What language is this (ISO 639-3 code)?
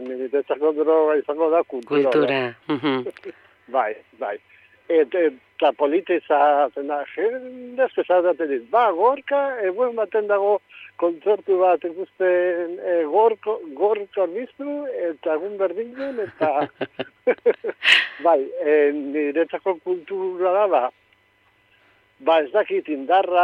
eus